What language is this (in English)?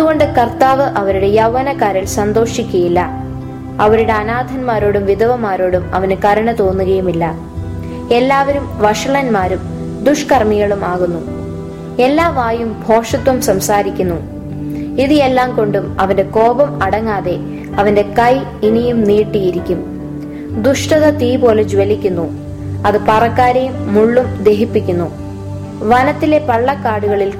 Malayalam